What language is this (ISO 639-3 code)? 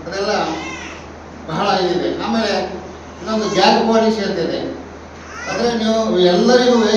kan